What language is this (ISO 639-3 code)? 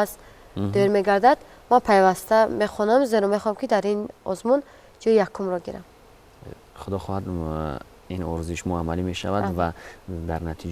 tgk